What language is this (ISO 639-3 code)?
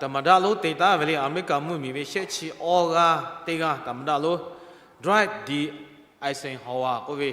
lhu